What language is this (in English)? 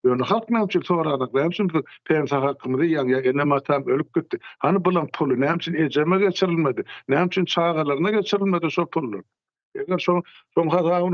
Turkmen